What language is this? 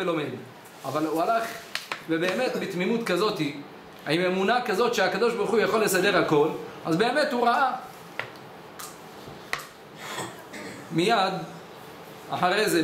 Hebrew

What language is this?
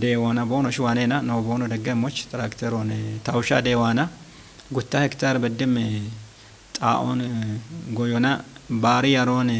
Kafa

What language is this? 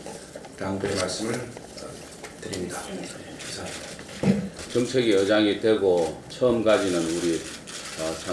Korean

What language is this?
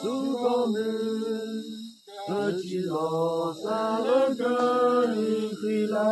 S'gaw Karen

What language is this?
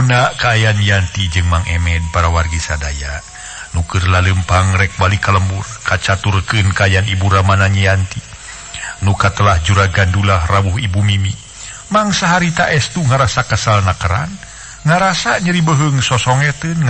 Sundanese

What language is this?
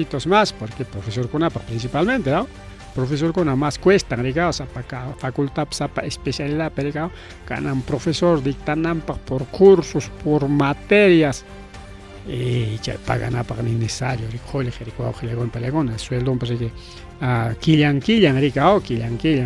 Ayacucho Quechua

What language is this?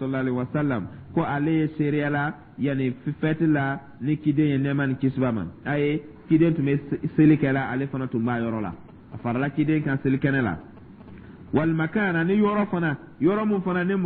Dyula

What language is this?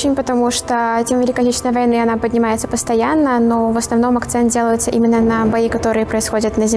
Russian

